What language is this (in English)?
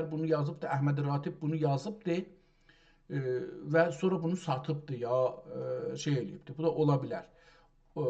South Azerbaijani